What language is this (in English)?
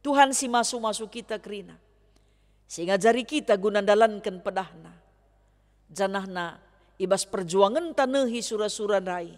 Batak Karo